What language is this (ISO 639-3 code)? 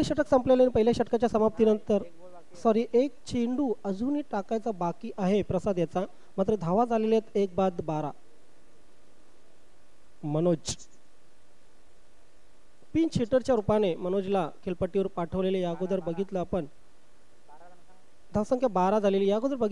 mar